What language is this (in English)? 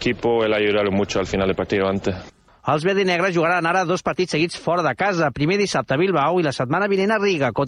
Catalan